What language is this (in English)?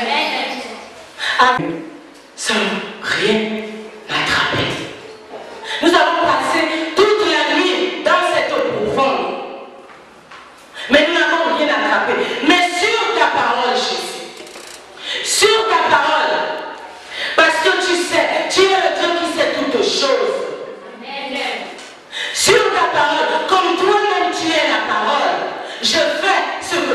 French